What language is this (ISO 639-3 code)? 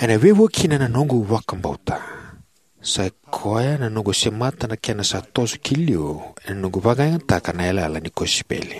fij